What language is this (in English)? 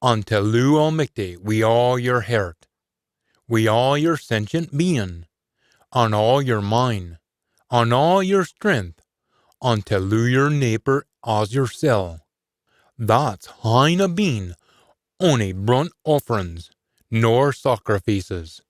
Scots